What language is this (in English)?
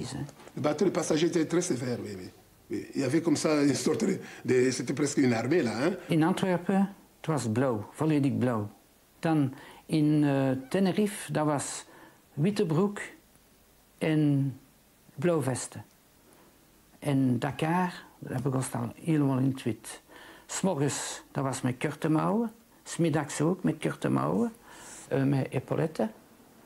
Dutch